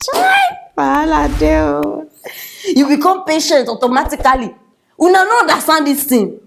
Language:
Nigerian Pidgin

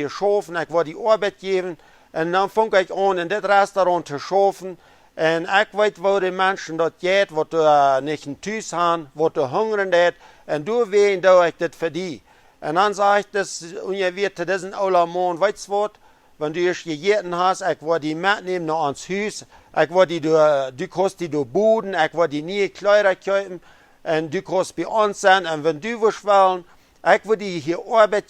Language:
Plautdietsch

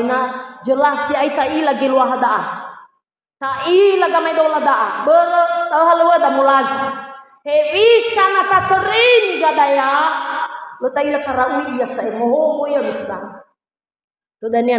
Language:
Nias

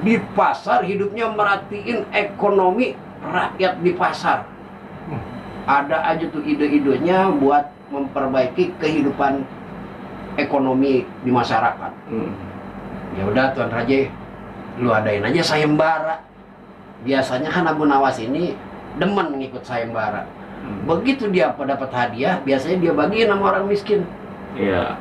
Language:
Betawi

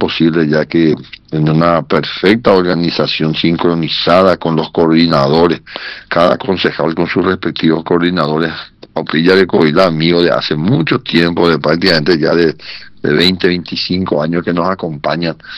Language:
Spanish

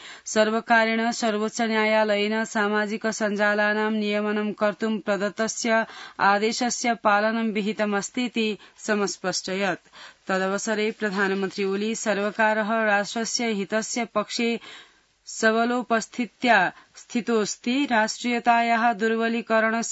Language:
Sanskrit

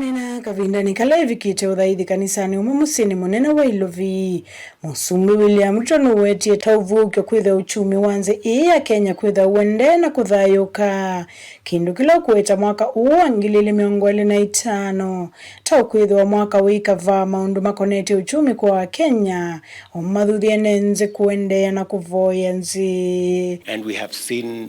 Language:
Kamba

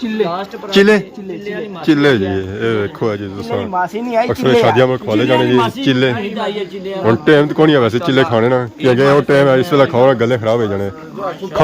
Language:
Pahari-Potwari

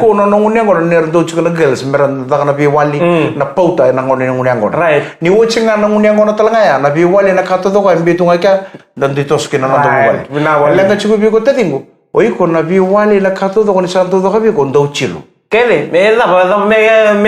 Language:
Fijian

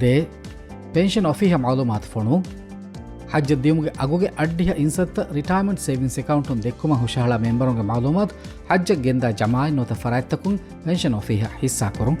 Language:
Divehi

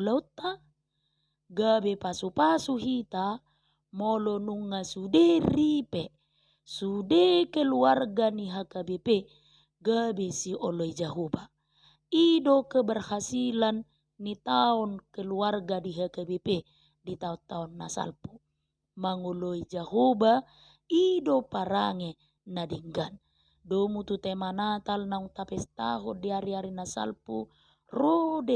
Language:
Batak Toba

